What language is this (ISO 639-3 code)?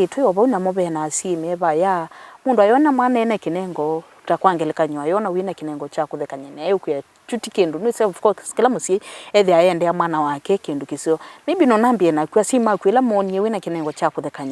kam